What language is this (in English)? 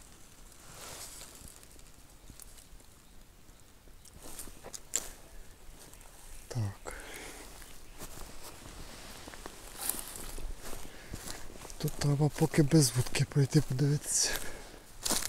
Ukrainian